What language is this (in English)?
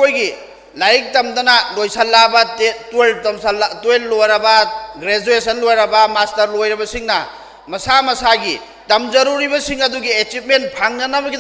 Manipuri